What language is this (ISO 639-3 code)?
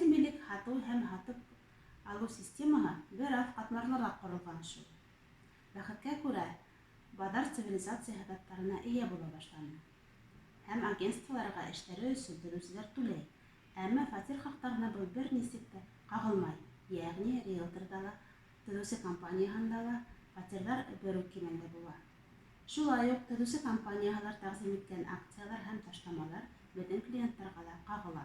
bak